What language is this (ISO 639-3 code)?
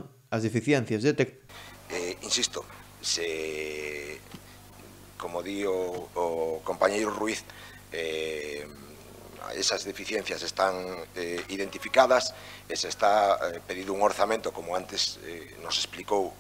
glg